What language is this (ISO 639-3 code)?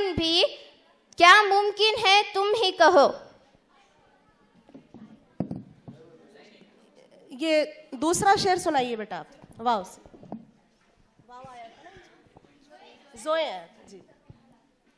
hin